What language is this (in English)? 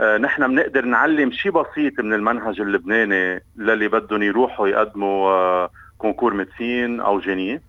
North Levantine Arabic